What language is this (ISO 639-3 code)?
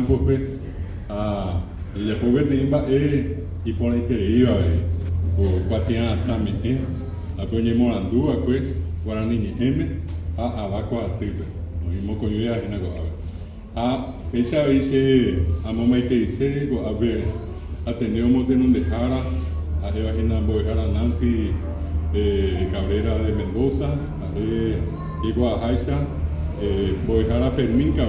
grn